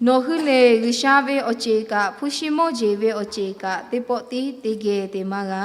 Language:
Lahu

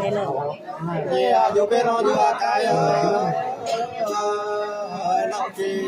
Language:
Nung (Viet Nam)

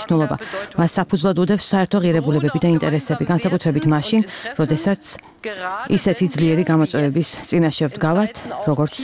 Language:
Georgian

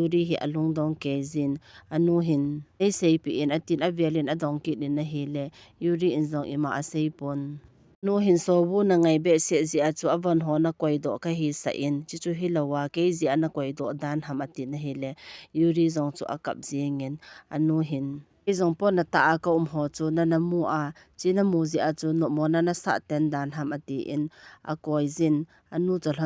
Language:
Thado Chin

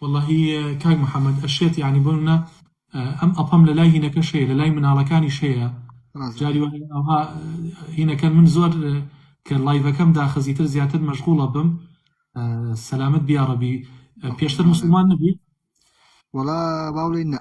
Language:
Central Kurdish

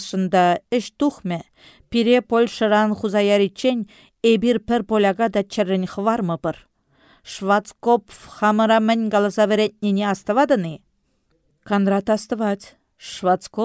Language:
Chuvash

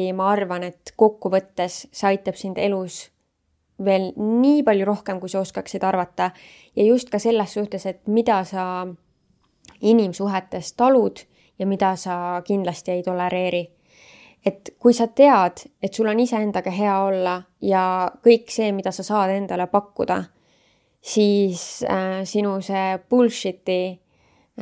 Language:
Estonian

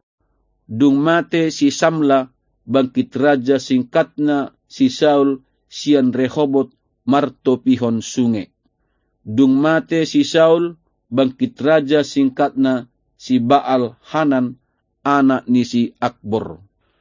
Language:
Batak Toba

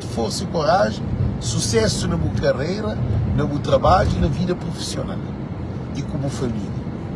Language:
Kabuverdianu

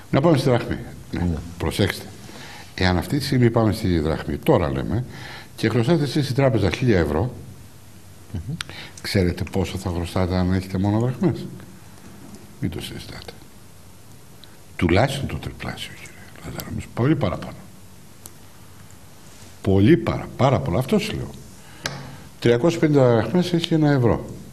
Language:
Greek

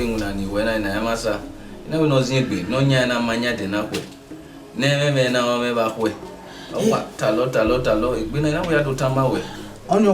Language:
Bini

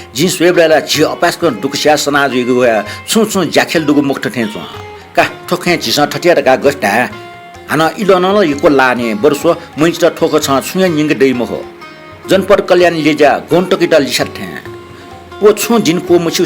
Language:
Newari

